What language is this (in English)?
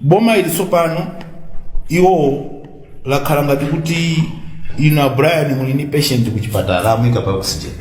Nyanja